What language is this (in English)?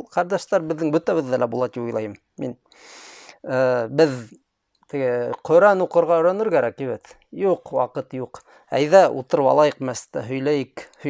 Bashkir